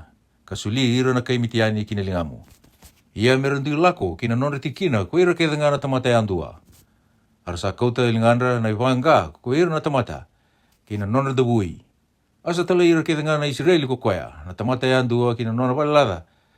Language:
Fijian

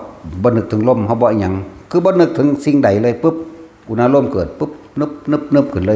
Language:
Northeastern Thai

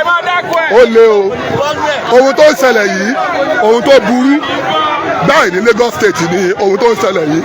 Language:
Yoruba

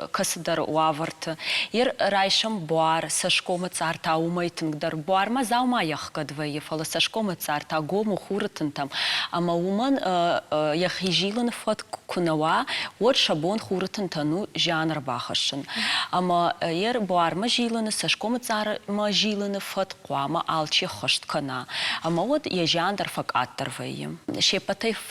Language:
Ossetic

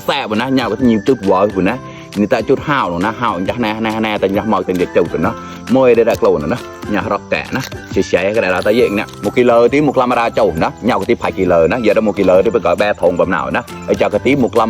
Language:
Mon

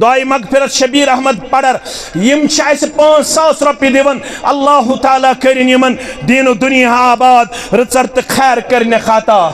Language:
Kashmiri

